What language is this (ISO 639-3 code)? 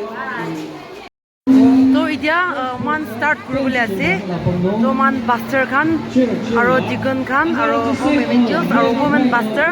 nag